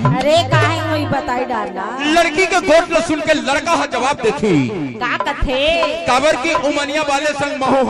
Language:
Chhattisgarhi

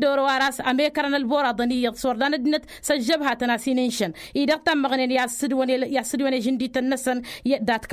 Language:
Tamasheq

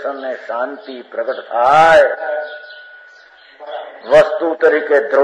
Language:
Gujarati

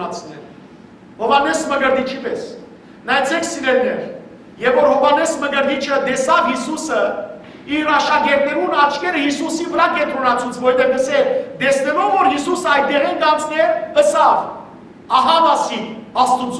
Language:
Western Armenian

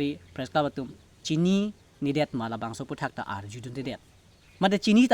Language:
Karbi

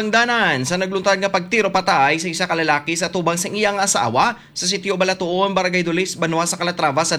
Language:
Hiligaynon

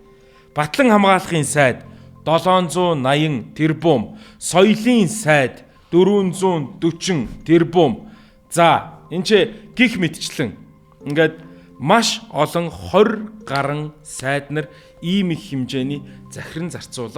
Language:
Mongolian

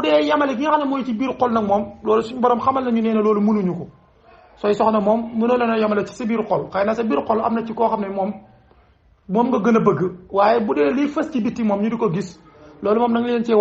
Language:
Wolof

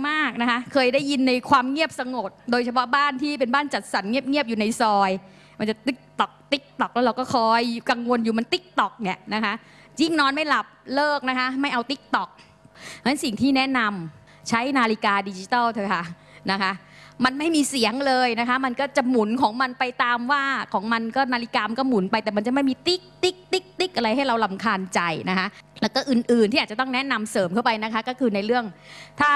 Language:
Thai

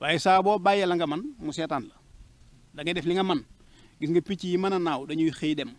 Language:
Wolof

